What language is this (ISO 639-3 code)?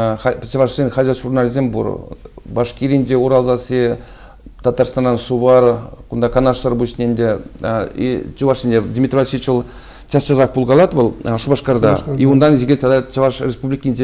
chv